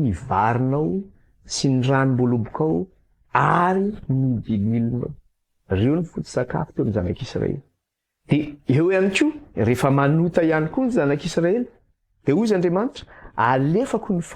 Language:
Malagasy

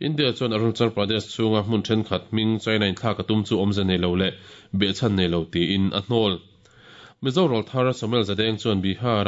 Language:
Mizo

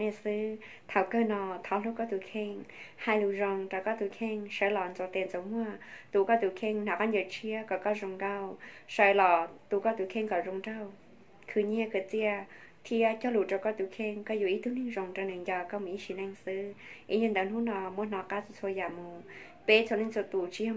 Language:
Hmong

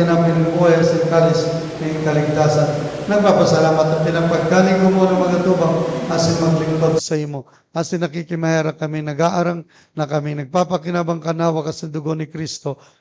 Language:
Bikol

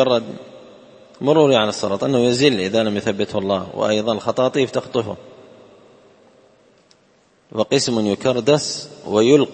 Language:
Arabic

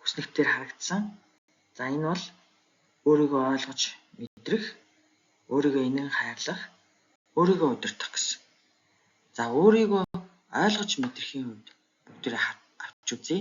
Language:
Mongolian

